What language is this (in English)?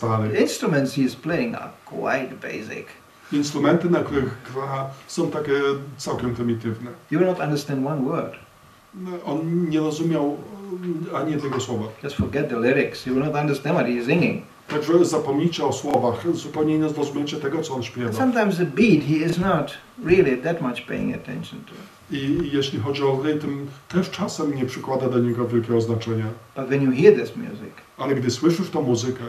Polish